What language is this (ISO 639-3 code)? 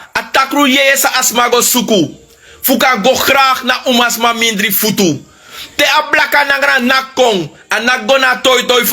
srn